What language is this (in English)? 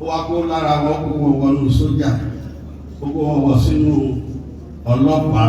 Yoruba